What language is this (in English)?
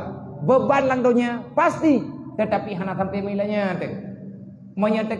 Achinese